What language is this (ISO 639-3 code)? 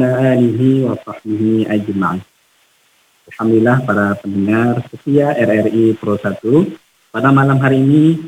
ind